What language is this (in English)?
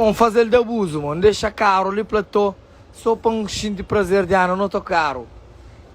Kabuverdianu